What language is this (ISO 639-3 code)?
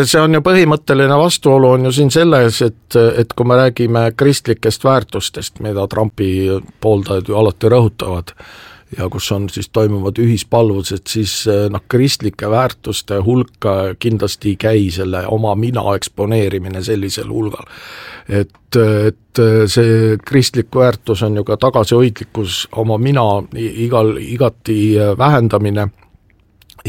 est